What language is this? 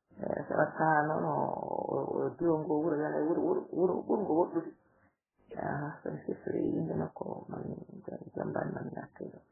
Fula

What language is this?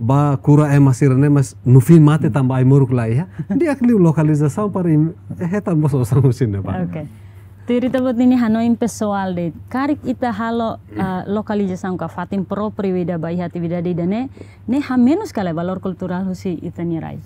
Tetum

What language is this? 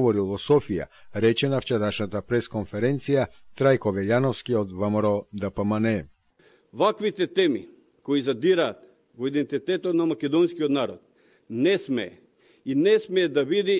Macedonian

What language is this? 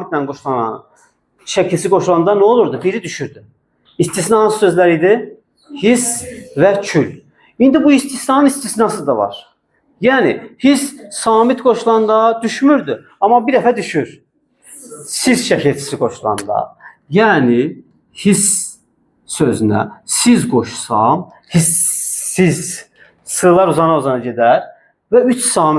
Azerbaijani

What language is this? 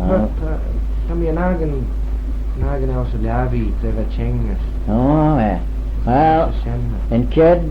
Manx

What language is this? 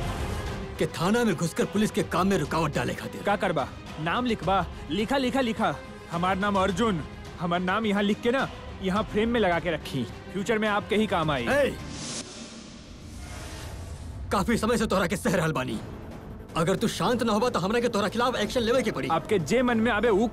Bhojpuri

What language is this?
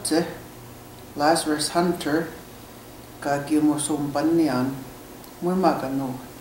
Cree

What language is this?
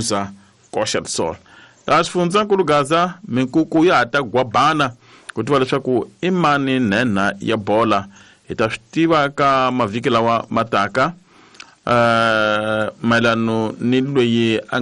Tsonga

